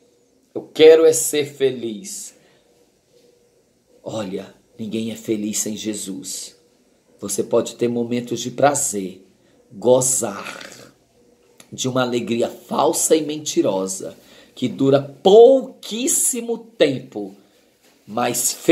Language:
Portuguese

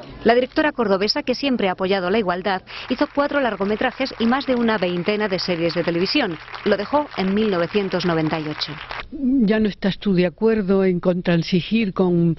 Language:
Spanish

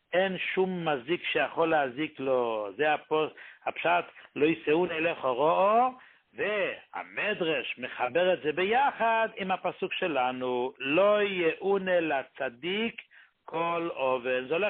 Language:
Hebrew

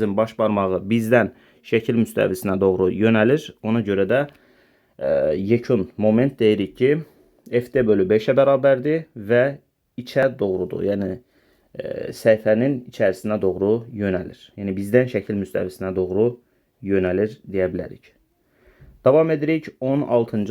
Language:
Azerbaijani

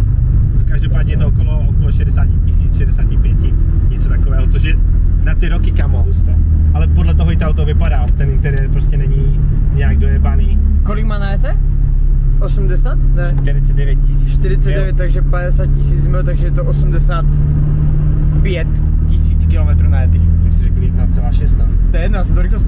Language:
Czech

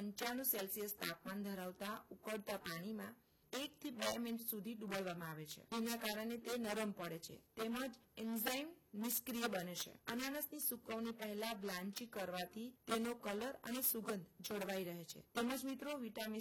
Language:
Gujarati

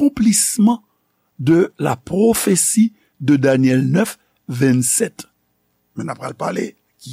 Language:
Haitian Creole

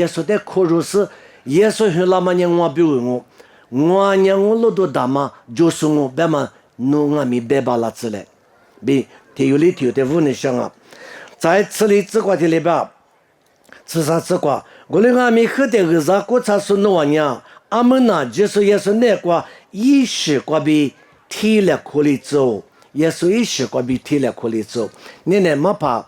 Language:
Lisu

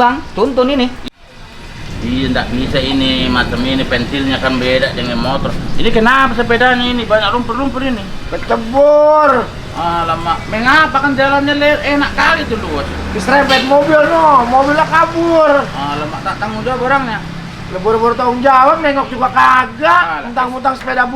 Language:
Betawi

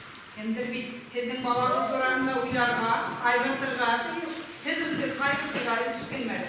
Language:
Bashkir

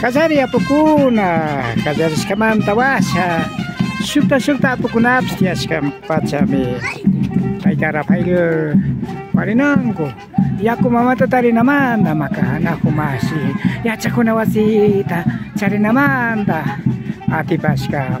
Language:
Imbabura Highland Quichua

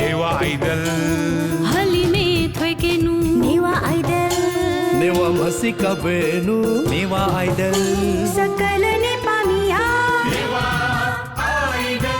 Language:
Newari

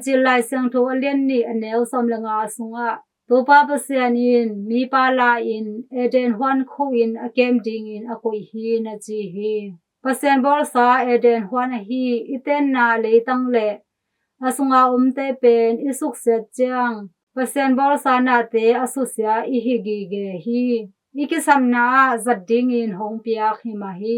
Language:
Tedim Chin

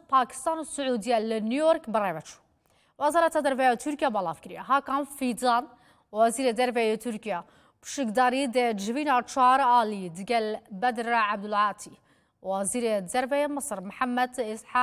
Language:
Kurdish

